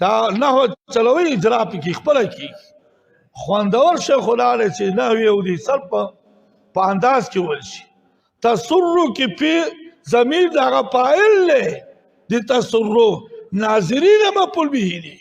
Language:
Pashto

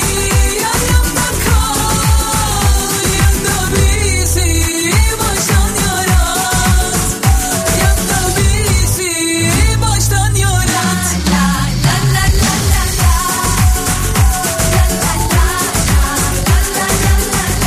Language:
Turkish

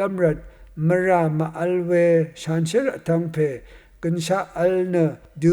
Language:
Rawang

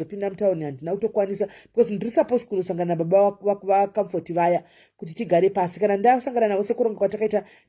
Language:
Shona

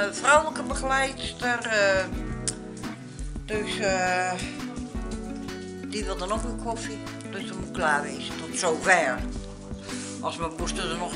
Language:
Dutch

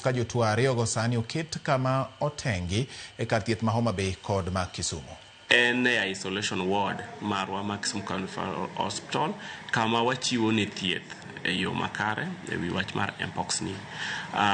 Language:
Luo (Kenya and Tanzania)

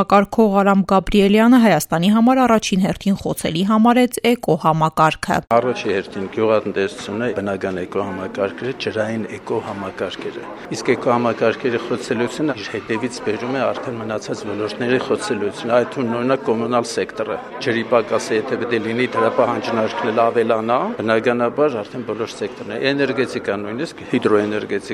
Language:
Armenian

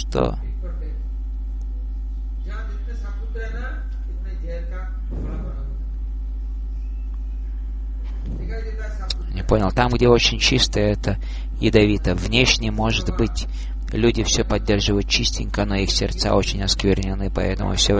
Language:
Russian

